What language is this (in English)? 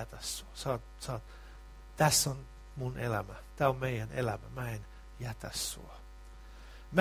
Finnish